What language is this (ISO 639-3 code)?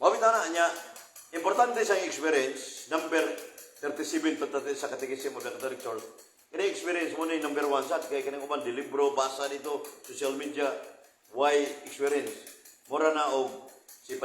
ceb